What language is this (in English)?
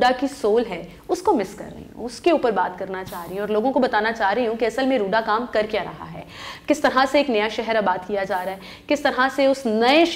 Urdu